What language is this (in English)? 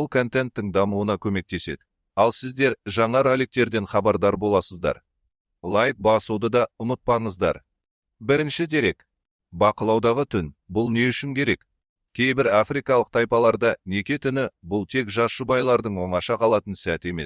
Kazakh